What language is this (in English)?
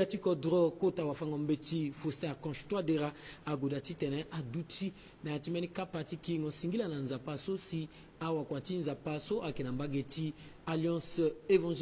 Sango